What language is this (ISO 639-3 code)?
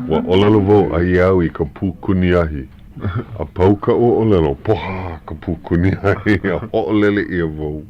haw